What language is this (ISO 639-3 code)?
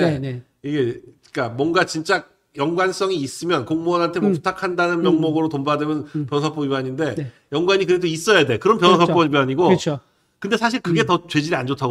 kor